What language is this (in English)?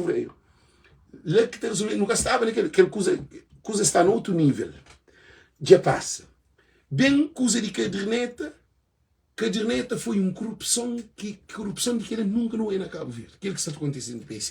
Kabuverdianu